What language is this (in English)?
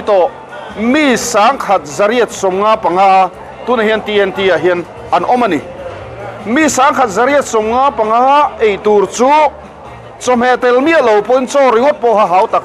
Mizo